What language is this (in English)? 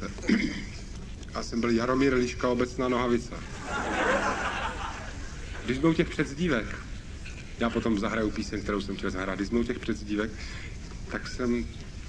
Czech